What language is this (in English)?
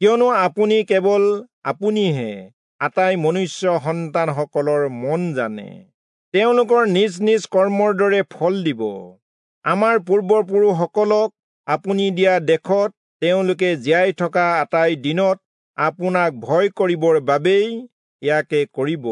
Assamese